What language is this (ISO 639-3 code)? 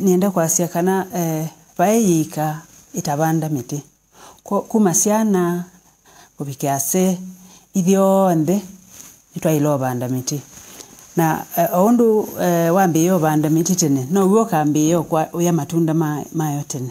kam